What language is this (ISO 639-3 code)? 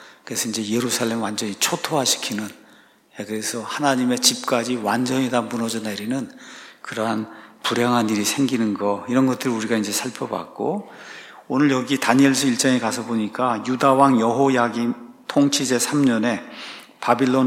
kor